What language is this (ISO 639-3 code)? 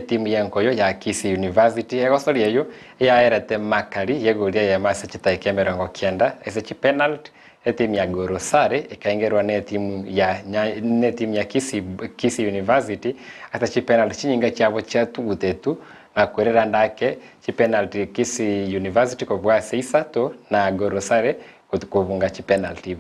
guz